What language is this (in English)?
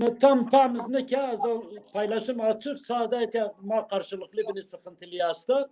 Zaza